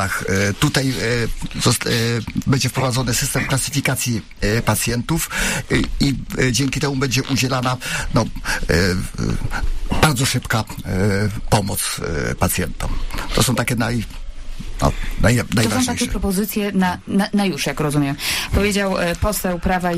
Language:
Polish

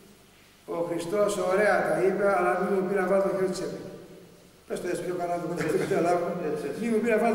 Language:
Greek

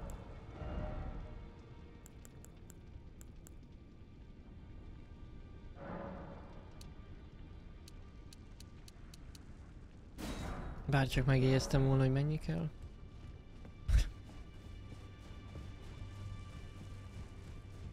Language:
Hungarian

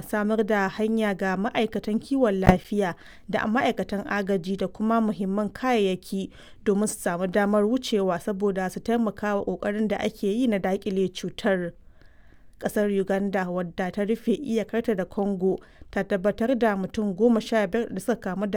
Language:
Hausa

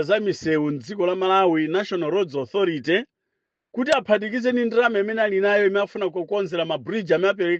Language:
Nyanja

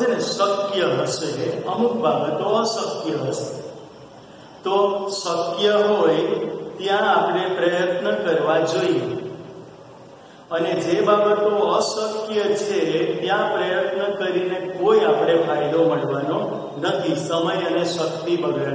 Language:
Gujarati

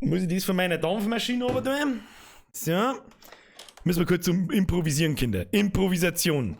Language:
Bavarian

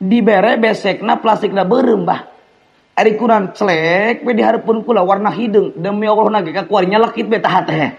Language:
Sundanese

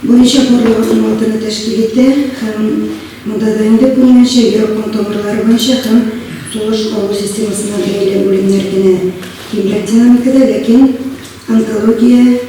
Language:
Tatar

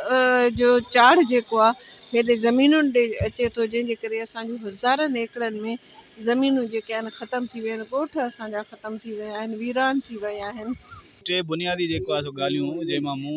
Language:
Sindhi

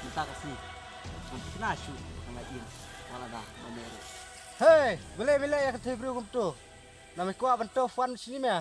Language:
Khasi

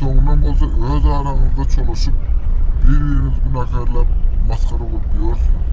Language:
Turkmen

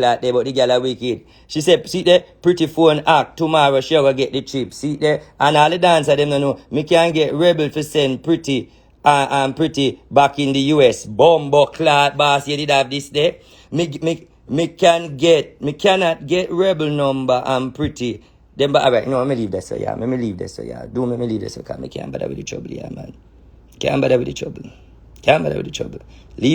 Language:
Jamaican Creole English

